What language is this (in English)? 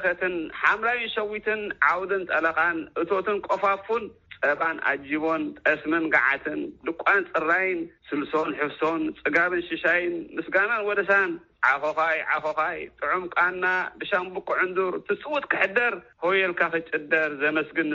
Tigrinya